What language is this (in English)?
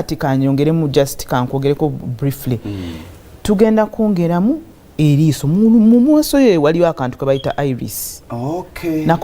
Ganda